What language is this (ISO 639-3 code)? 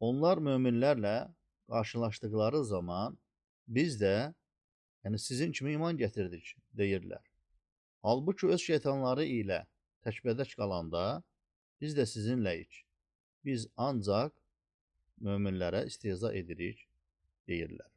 aze